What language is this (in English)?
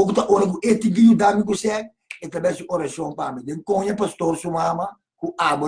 Papiamento